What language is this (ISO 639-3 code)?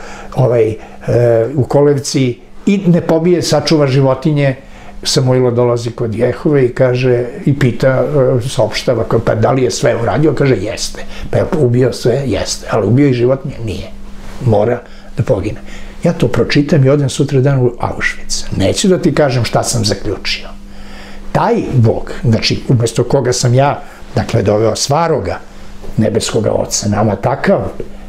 srp